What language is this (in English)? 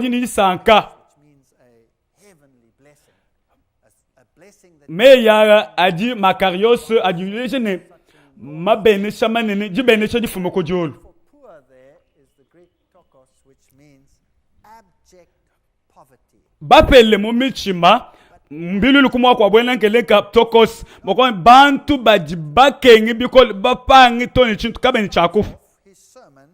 Luba-Lulua